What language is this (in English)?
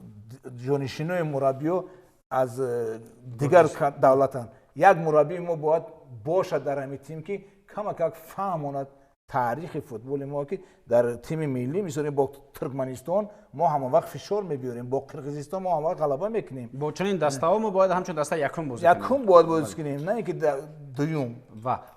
Tajik